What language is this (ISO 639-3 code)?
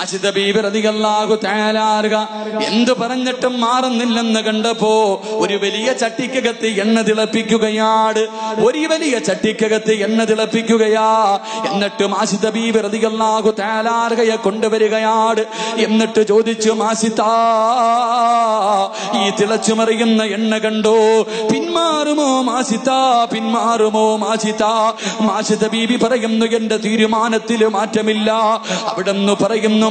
mal